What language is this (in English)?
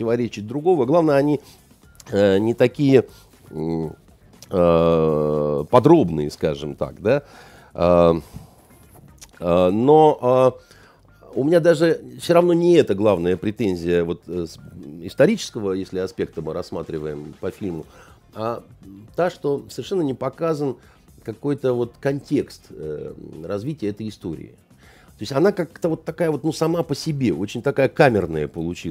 Russian